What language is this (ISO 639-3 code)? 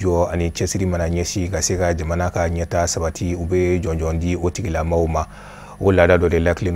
bam